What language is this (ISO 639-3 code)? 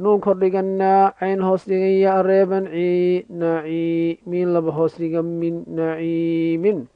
som